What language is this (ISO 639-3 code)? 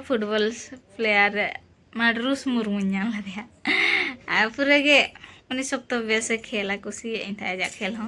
sat